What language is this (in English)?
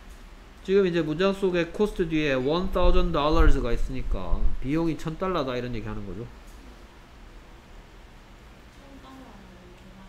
Korean